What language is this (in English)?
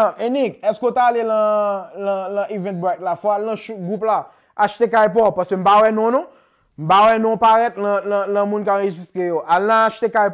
Haitian Creole